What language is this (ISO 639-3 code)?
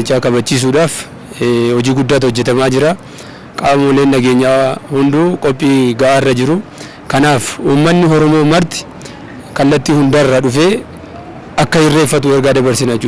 orm